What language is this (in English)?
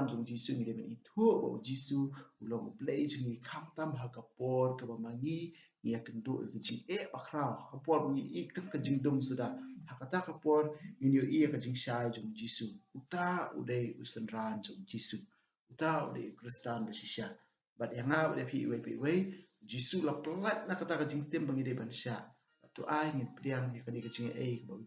Khasi